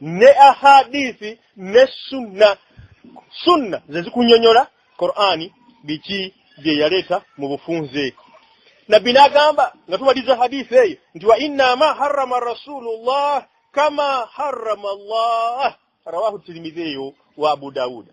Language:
Ganda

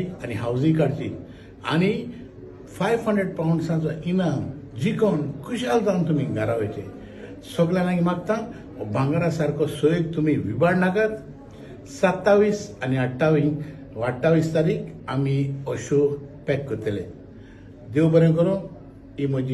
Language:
Konkani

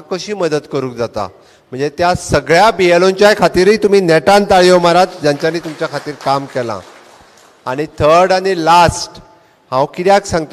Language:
Konkani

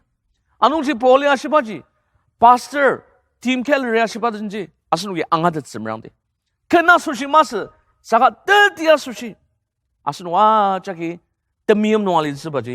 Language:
Ao Naga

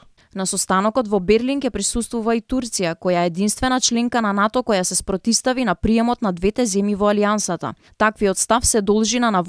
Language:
Macedonian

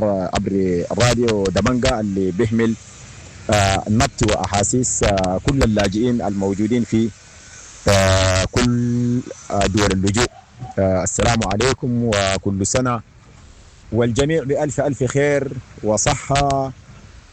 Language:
Sudanese Arabic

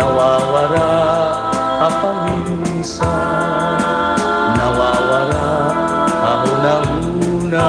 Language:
Waray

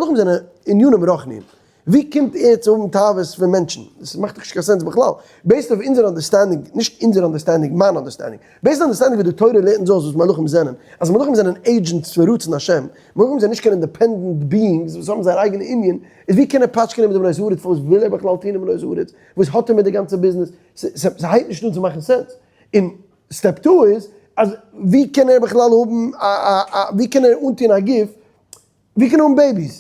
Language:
Yiddish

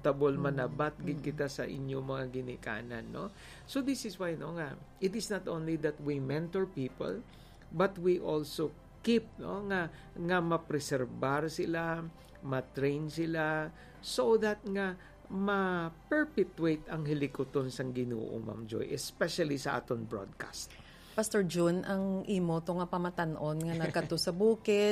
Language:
Hiligaynon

